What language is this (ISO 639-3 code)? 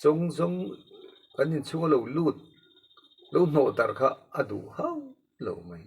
lus